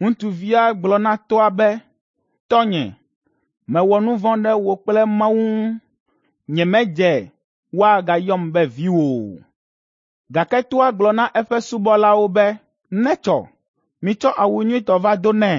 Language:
Ewe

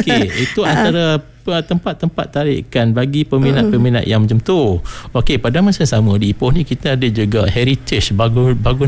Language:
Malay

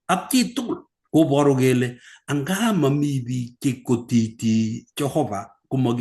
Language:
Kalenjin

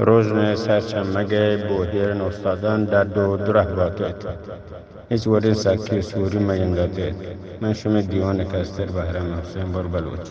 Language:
Eastern Balochi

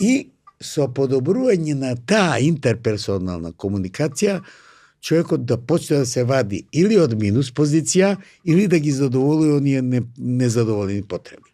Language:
Macedonian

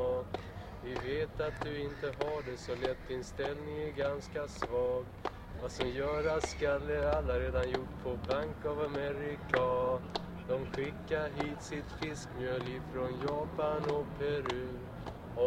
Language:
Swedish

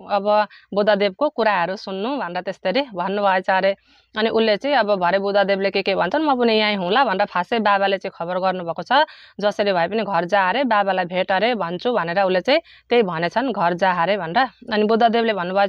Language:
Nepali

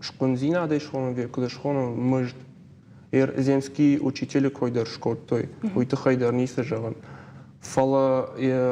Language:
Ossetic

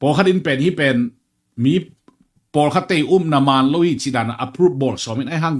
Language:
Tedim Chin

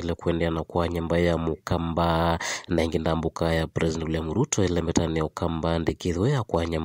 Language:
Kamba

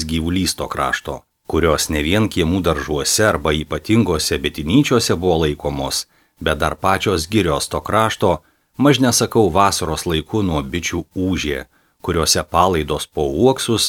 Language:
Lithuanian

